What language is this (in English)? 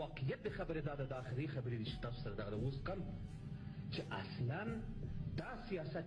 Pashto